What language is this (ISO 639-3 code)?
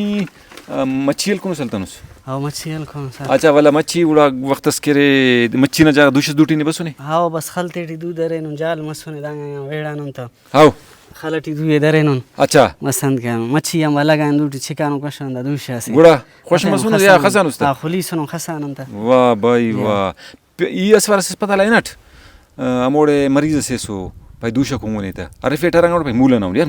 brh